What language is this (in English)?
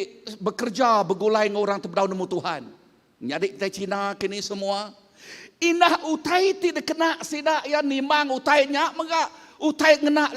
Iban